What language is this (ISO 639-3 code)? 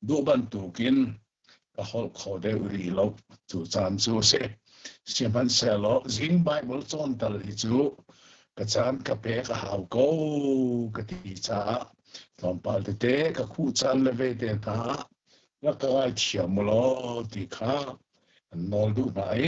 cnh